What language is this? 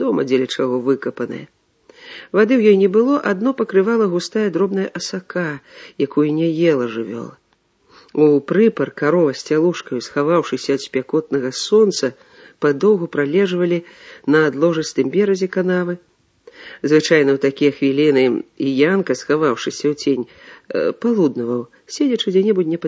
Belarusian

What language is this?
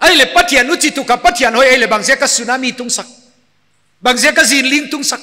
Paite Chin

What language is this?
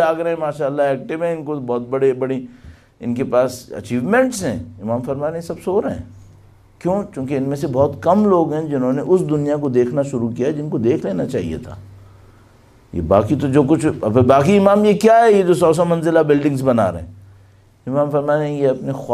Urdu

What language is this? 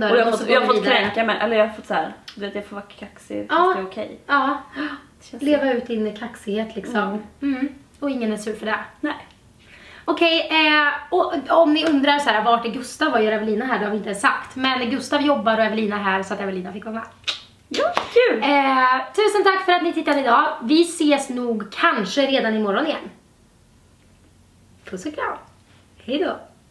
Swedish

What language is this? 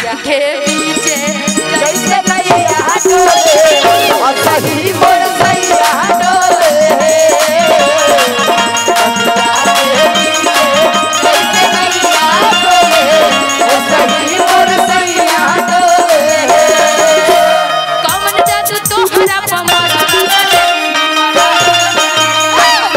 Bhojpuri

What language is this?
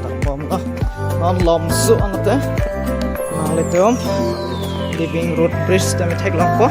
Karbi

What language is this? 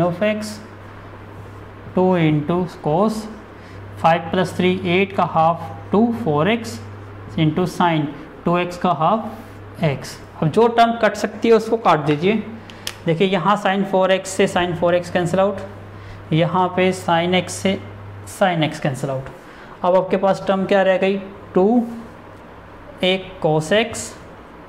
Hindi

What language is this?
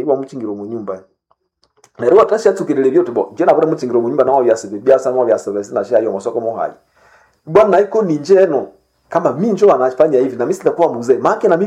Nande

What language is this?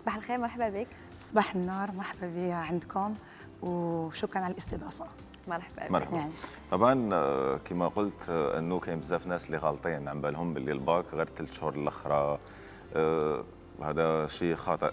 Algerian Arabic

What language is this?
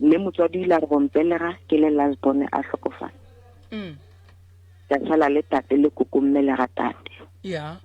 Northern Sotho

